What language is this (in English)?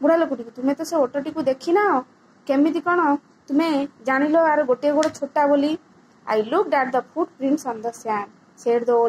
Odia